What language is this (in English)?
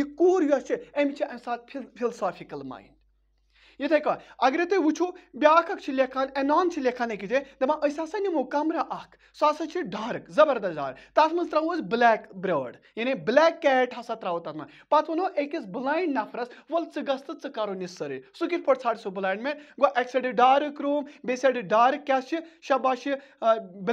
Kashmiri